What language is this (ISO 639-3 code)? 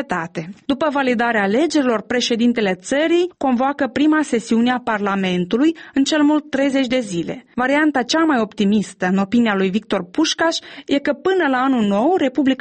ron